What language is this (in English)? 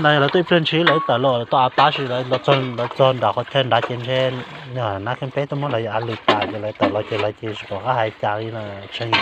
Hmong